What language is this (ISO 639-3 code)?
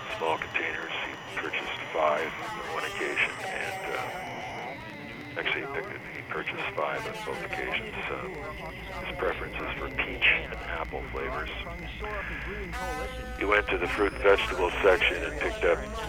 eng